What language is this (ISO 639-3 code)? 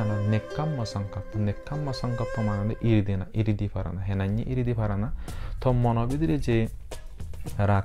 ccp